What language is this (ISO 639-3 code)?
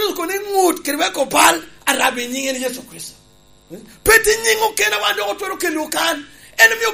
laj